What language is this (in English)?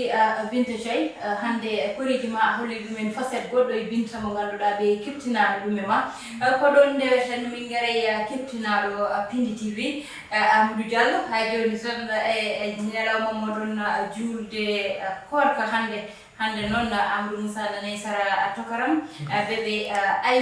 Fula